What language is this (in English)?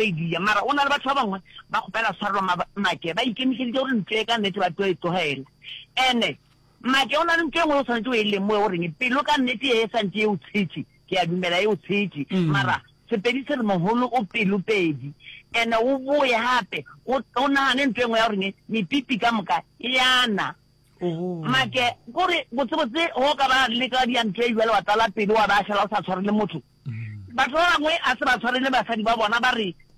Northern Sotho